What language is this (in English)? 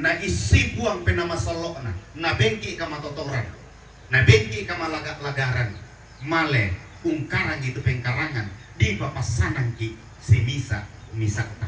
Toraja-Sa'dan